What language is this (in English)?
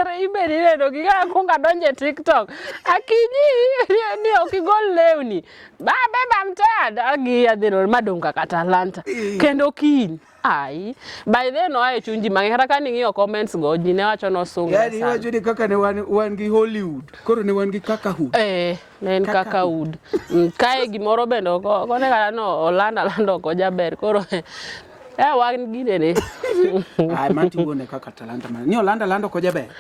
Luo (Kenya and Tanzania)